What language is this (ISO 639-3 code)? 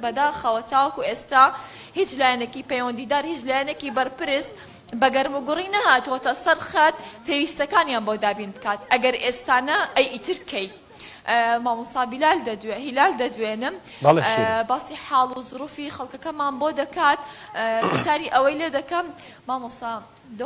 ckb